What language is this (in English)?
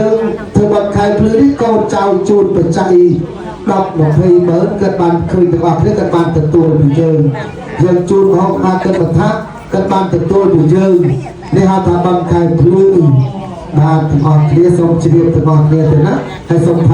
Khmer